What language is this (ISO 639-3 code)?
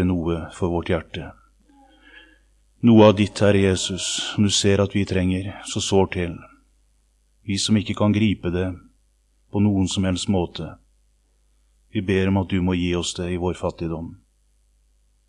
nor